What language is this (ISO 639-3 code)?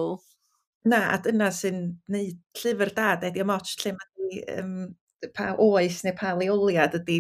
cym